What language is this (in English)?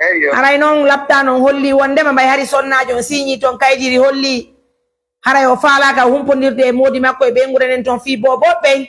Fula